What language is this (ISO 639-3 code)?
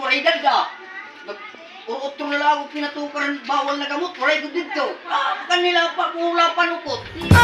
war